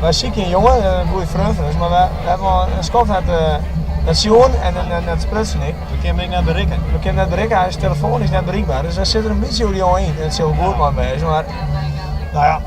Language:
Western Frisian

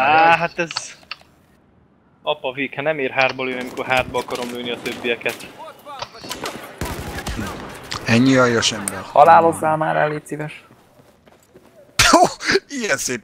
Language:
Hungarian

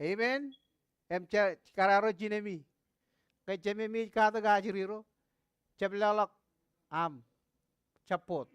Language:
Marshallese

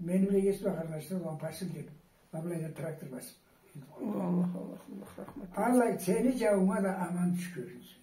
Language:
Karachay-Balkar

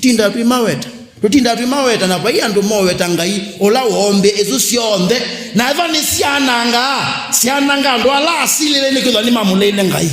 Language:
Kamba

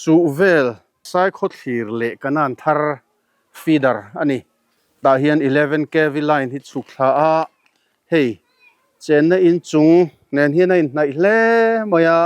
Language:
Mizo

